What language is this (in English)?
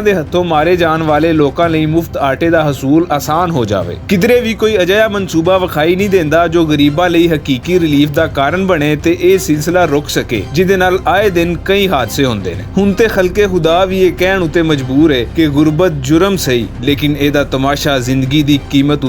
Western Panjabi